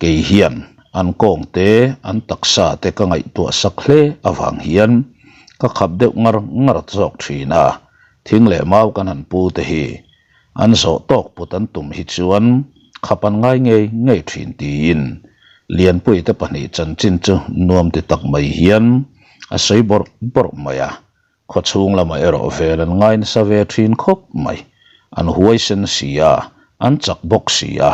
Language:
Mizo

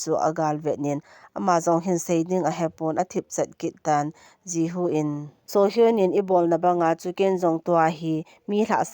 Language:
Thado Chin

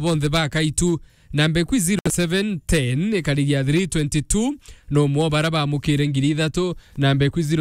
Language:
Meru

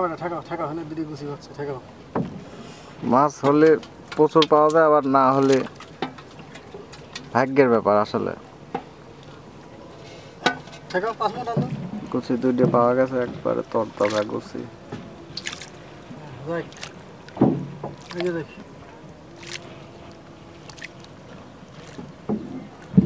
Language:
Bangla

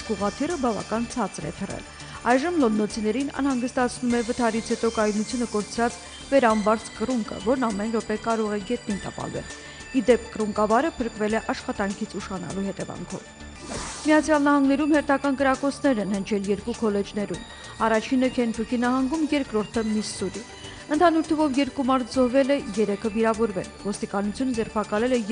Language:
Armenian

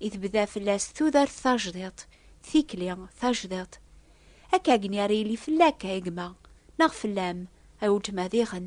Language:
Kabyle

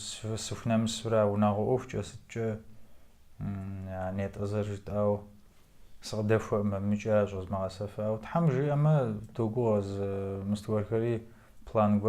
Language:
Kabardian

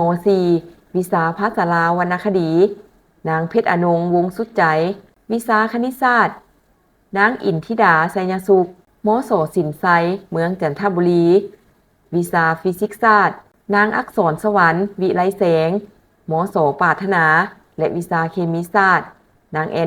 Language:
Lao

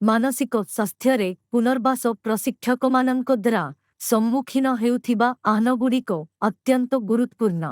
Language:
Odia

